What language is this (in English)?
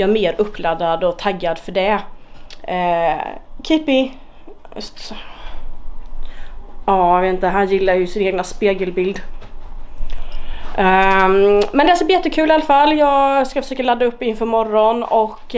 Swedish